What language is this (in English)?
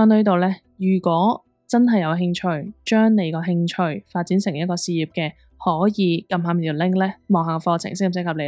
Cantonese